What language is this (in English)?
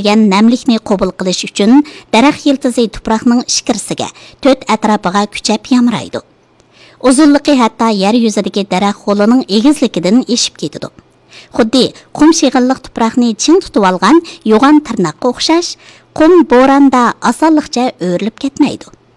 Uyghur